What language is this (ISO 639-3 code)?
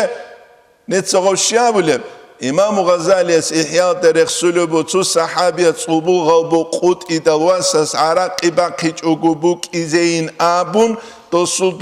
ava